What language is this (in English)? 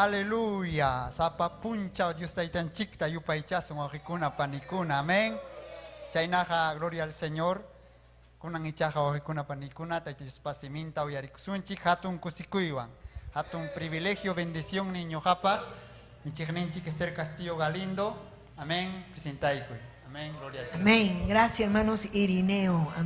Ayacucho Quechua